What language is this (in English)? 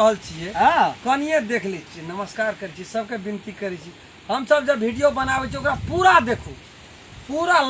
Maithili